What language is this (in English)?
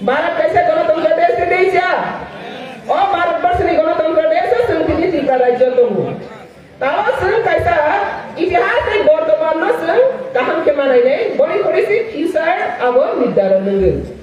Kok Borok